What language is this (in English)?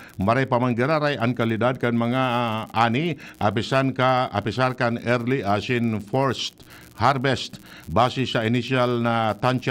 Bikol